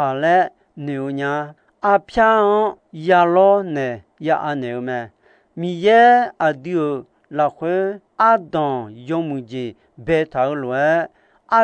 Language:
Akha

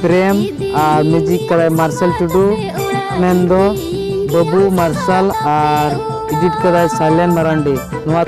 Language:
Santali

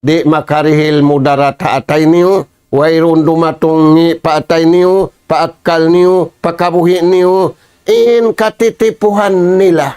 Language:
Tausug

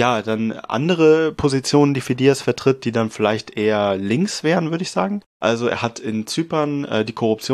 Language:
German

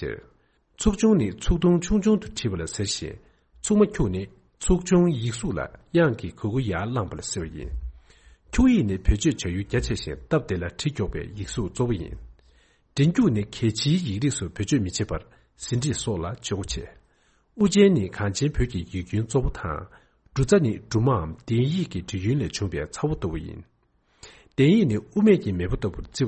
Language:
Tibetan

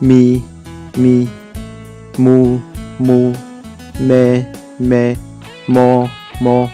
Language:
Hmong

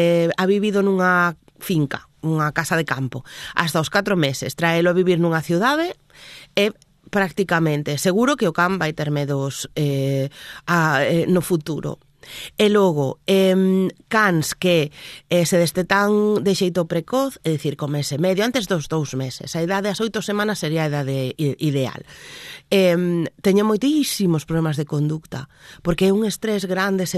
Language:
Galician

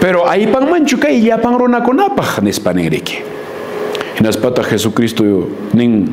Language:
Quechua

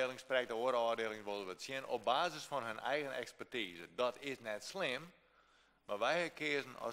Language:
Western Frisian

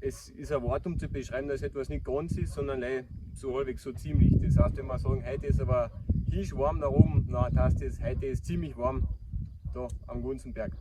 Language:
Bavarian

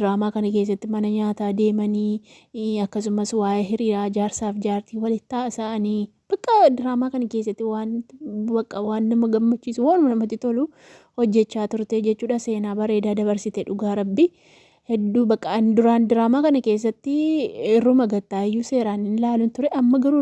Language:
Oromo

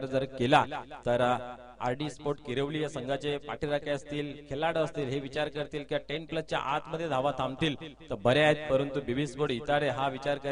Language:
Marathi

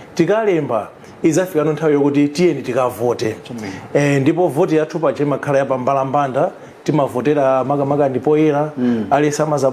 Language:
Nyanja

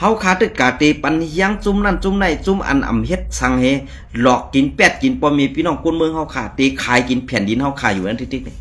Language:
Shan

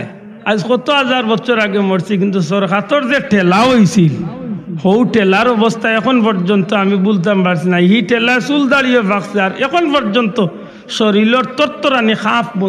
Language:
Sylheti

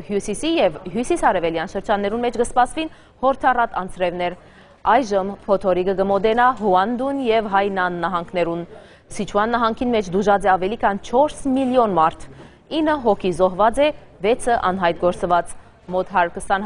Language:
Western Armenian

